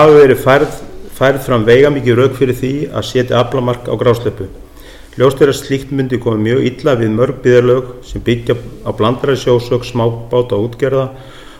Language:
Icelandic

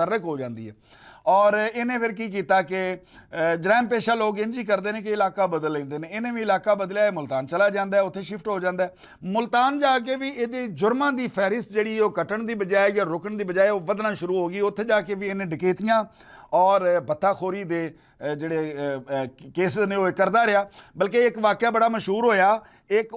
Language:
Western Panjabi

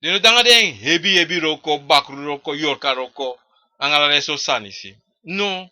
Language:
Sranan Tongo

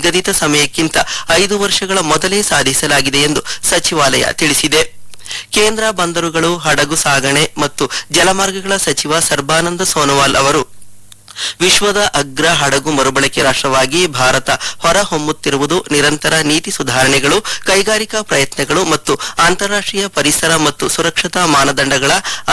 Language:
Kannada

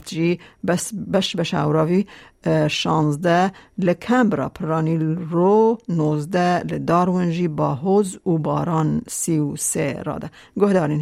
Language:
Kurdish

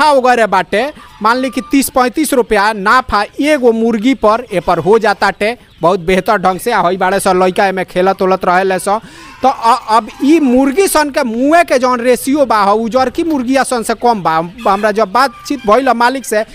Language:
Bhojpuri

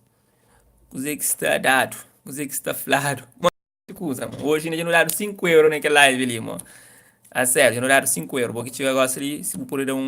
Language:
Kabuverdianu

